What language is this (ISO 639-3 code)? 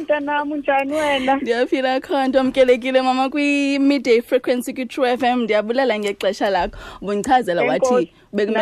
xho